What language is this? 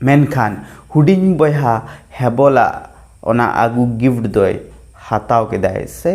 Santali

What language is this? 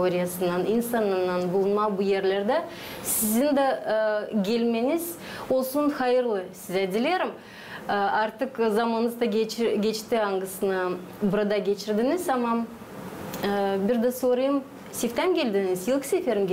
Gagauz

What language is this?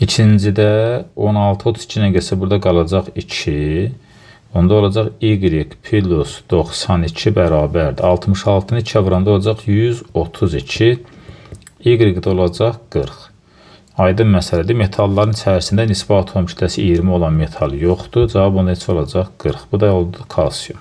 Azerbaijani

